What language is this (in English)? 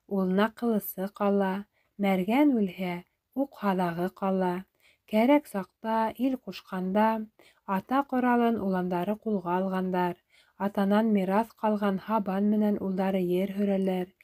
Bashkir